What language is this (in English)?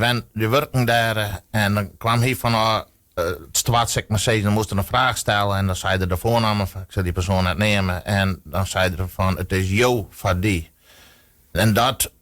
Western Frisian